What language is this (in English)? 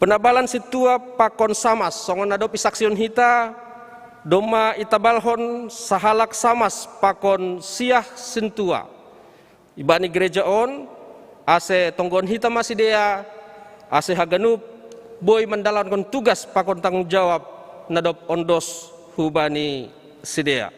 Batak Simalungun